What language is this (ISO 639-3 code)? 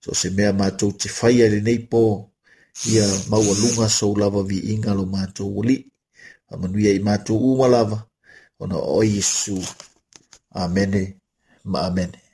smo